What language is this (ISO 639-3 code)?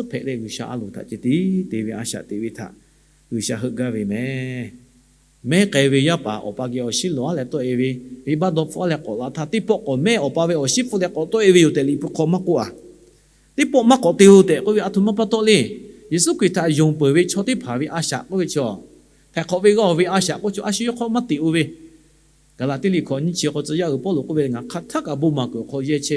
lhu